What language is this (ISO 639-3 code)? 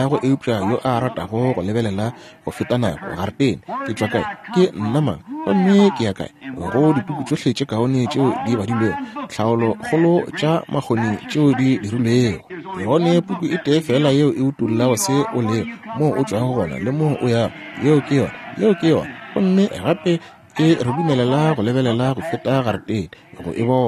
nso